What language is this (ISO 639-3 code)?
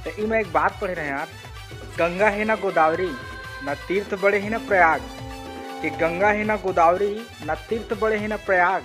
hne